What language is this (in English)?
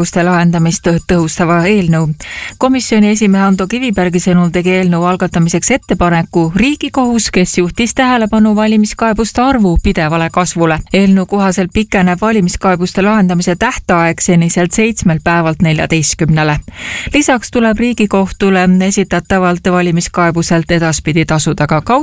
Estonian